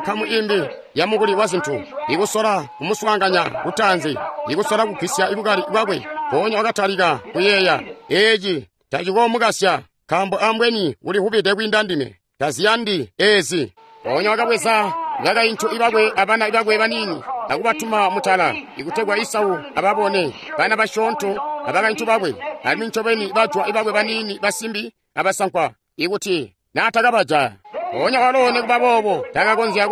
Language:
Tonga (Zambia)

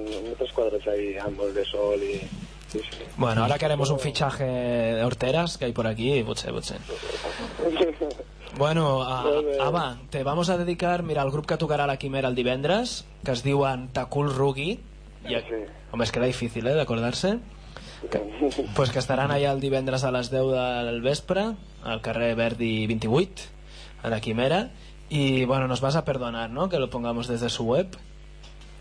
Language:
Catalan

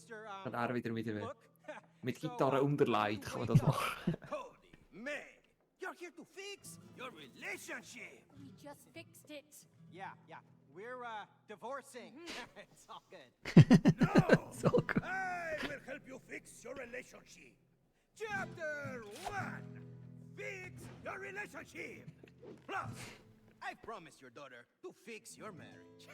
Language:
Swiss German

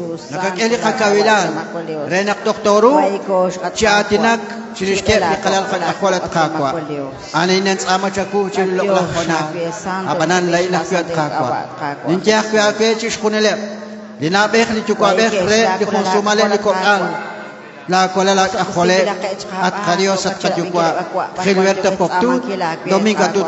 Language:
Kekchí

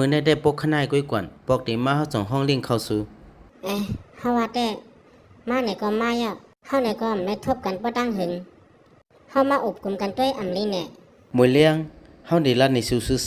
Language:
Shan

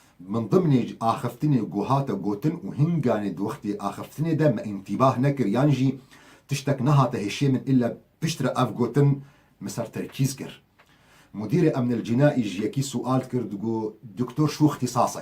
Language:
Kurdish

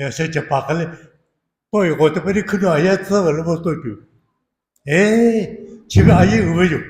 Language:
Lahu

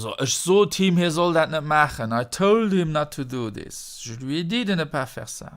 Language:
Luxembourgish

